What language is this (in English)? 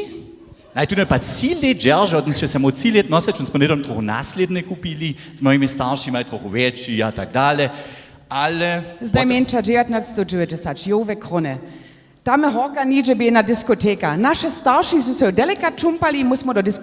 Upper Sorbian